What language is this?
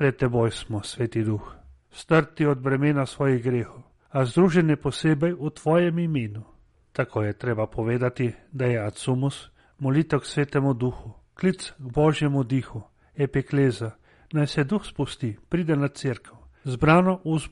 Slovenian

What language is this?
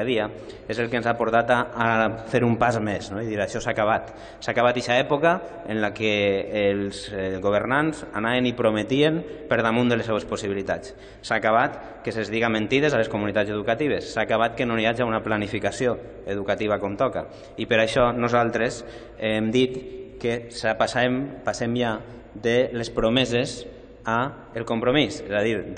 Catalan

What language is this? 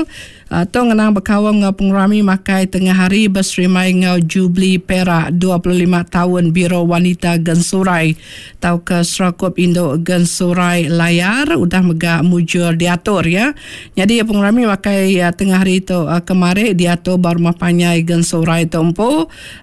Iban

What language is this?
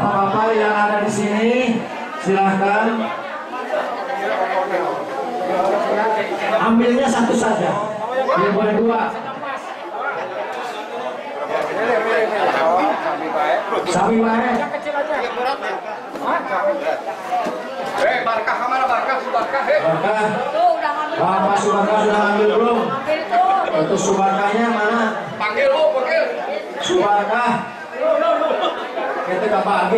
Indonesian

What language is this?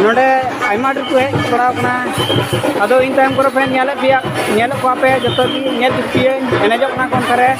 Santali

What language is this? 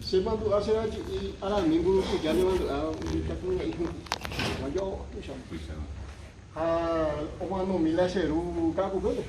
Guarani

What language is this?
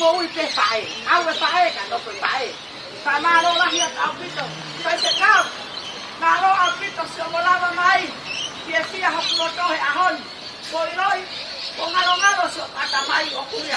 Tongan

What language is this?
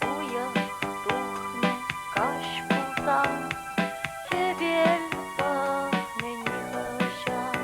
Chuvash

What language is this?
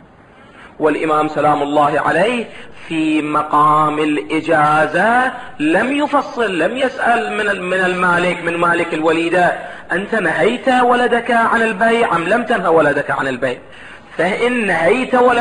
Arabic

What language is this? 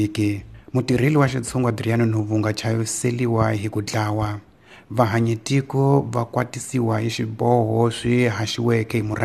Tsonga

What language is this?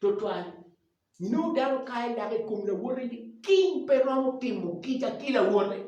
Acoli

